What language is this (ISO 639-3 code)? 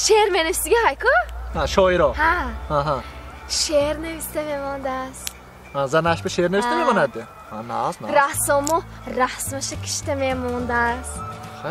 tgk